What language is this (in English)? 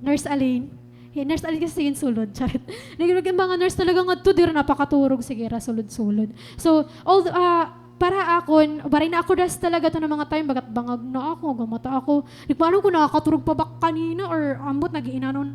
Waray